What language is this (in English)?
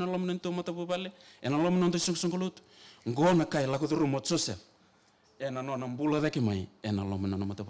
Fijian